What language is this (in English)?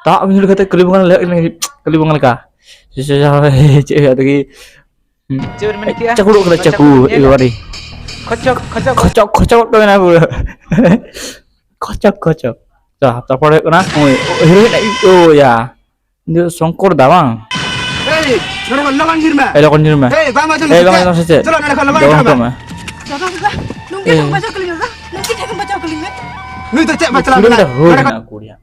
Santali